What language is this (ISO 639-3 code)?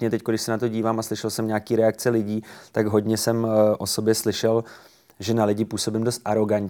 ces